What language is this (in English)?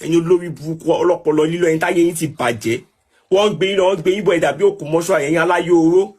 Yoruba